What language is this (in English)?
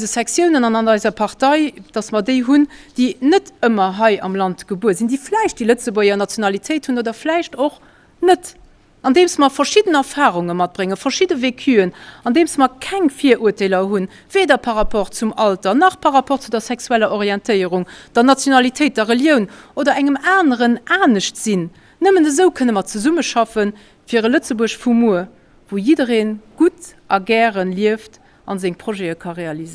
Luxembourgish